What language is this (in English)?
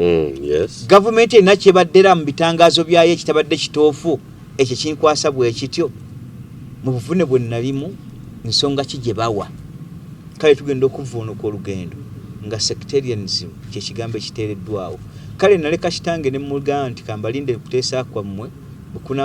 Ganda